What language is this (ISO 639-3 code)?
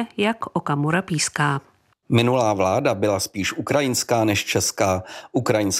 ces